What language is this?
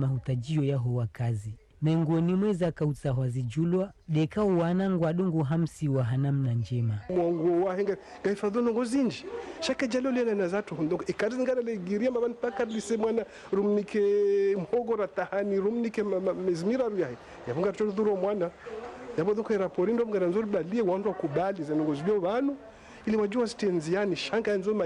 Ngazidja Comorian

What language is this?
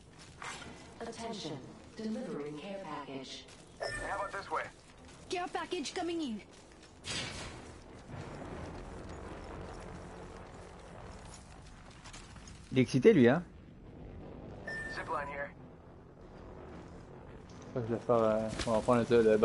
French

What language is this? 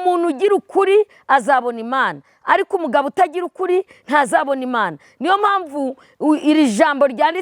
Kinyarwanda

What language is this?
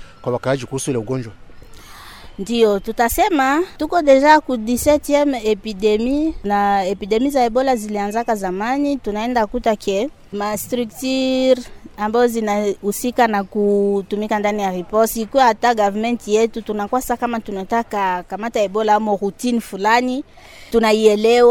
Swahili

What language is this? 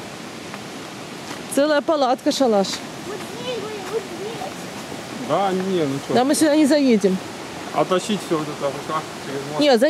Russian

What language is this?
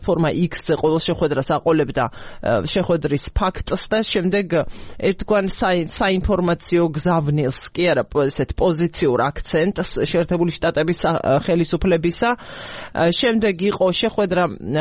Georgian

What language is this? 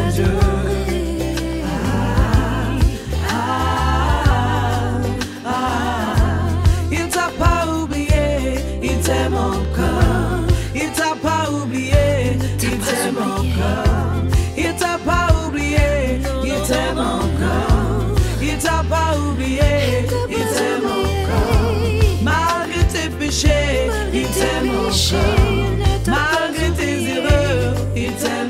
French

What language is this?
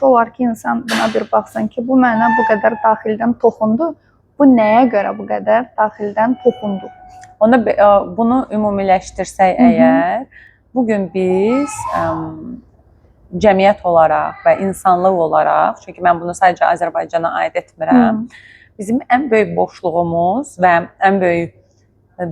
Azerbaijani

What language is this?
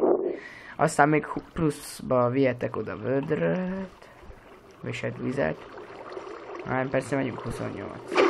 Hungarian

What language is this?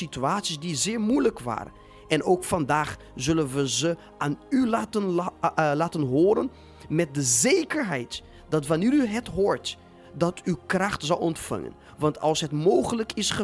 Dutch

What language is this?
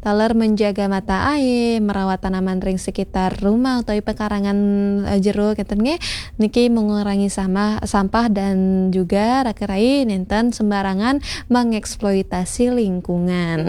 Balinese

